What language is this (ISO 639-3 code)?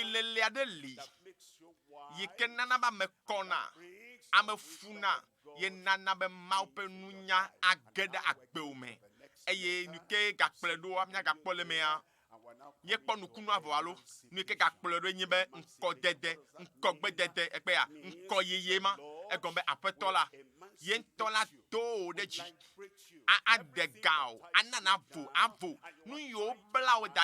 ewe